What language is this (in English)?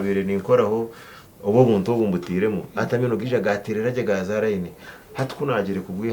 Nyankole